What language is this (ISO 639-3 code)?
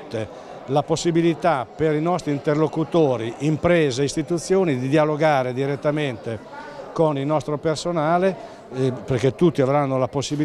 ita